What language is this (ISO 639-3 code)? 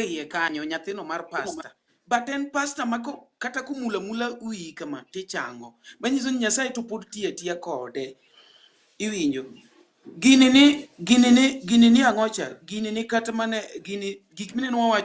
luo